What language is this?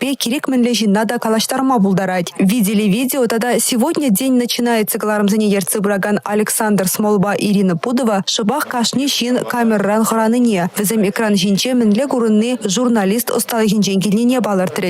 Chuvash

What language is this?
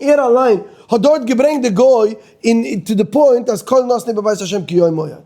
Yiddish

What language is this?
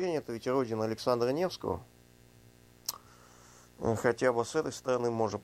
Russian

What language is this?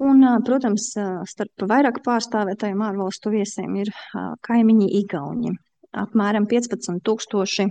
Latvian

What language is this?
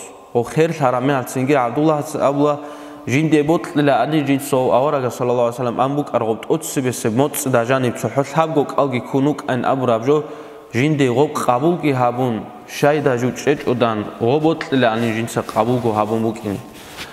Avaric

